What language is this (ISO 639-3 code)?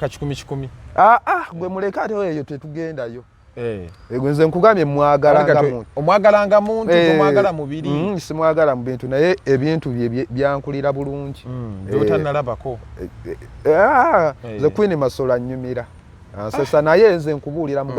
lug